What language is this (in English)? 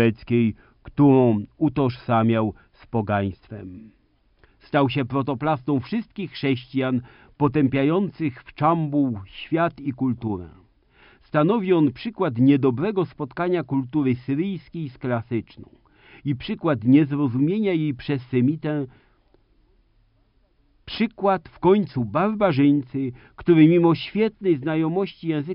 Polish